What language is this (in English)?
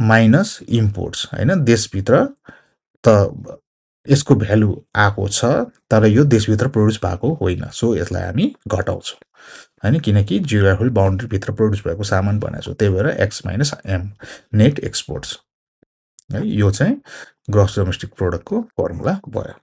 Nepali